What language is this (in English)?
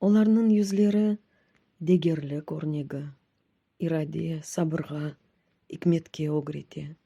Crimean Tatar